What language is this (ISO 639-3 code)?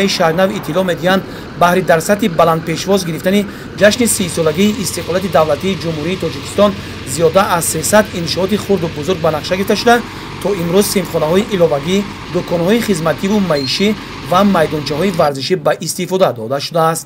tgk